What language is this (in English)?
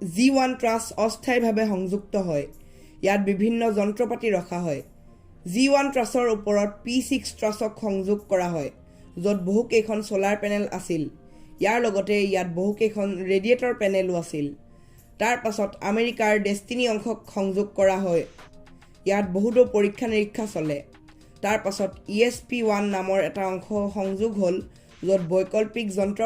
Assamese